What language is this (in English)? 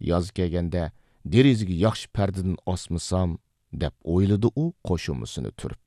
Uyghur